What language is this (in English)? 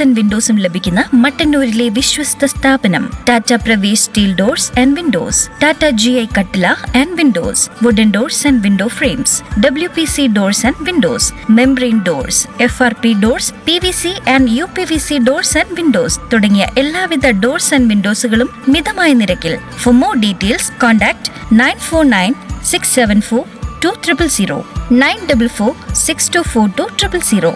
Malayalam